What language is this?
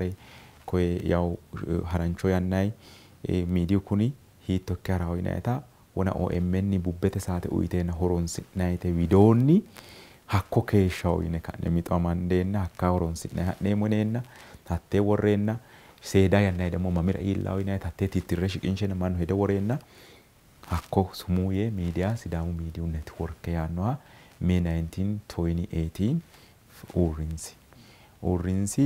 Sidamo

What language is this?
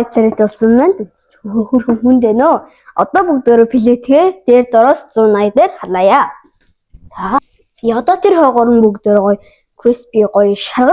Mongolian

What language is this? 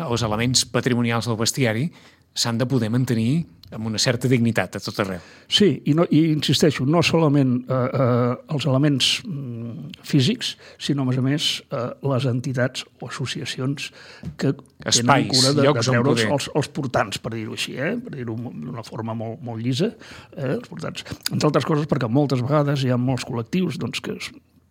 Catalan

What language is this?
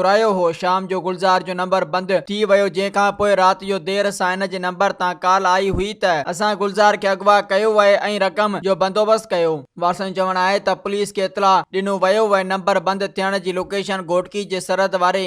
Sindhi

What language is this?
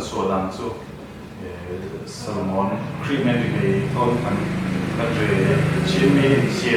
Falam Chin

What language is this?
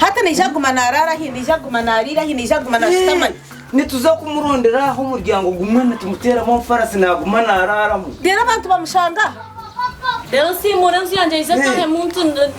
Nyankole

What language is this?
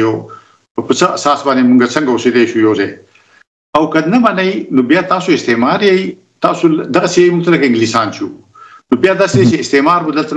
Pashto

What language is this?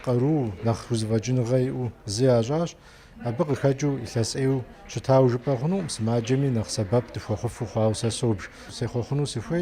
Kabardian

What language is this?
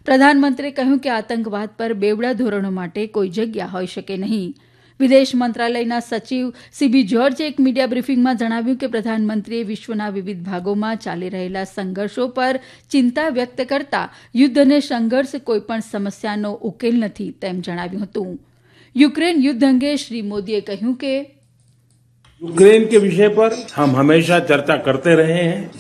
Gujarati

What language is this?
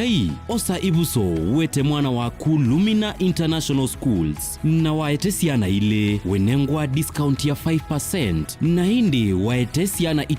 Kamba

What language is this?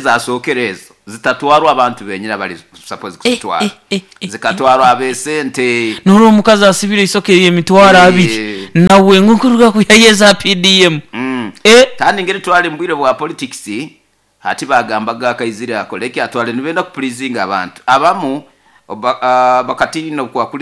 Nyoro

